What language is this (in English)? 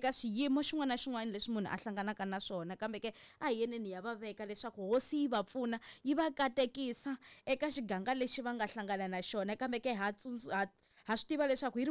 Tsonga